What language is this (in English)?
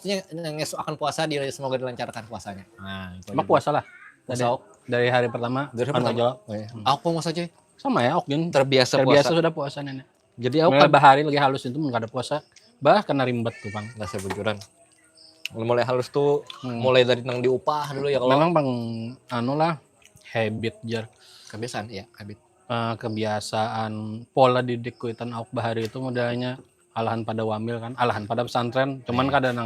Banjar